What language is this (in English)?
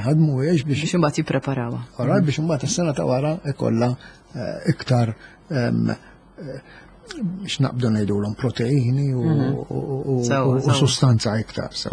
Maltese